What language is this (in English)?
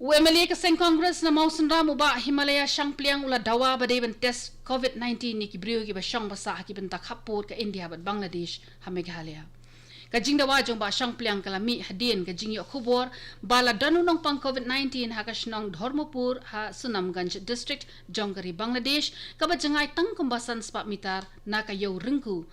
Khasi